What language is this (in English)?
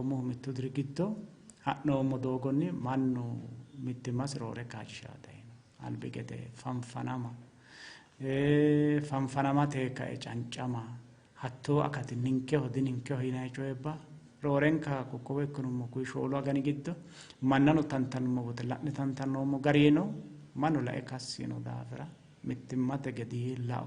Sidamo